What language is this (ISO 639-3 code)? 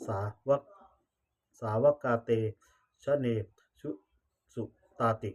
pli